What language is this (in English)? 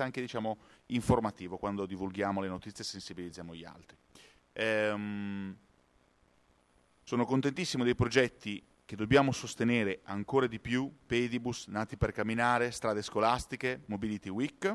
Italian